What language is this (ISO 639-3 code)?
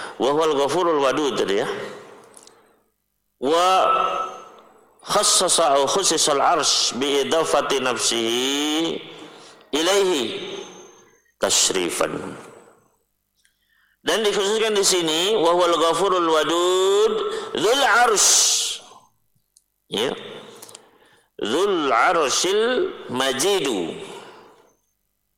ind